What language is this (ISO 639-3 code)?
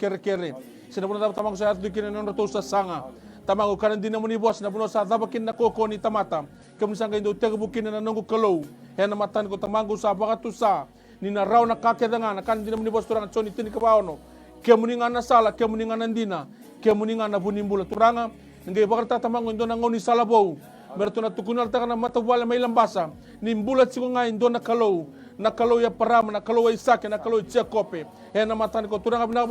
fij